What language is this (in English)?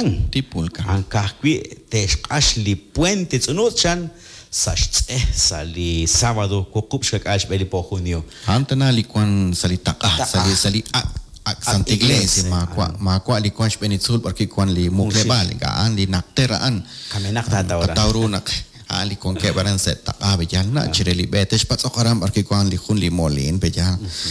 Kekchí